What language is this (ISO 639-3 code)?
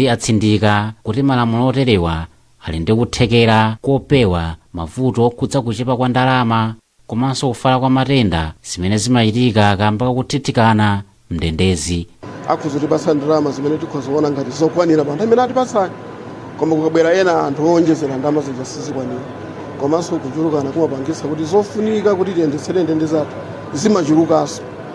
nya